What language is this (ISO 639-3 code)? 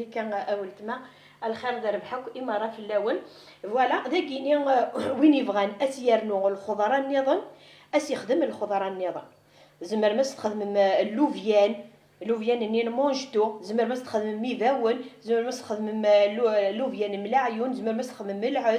kab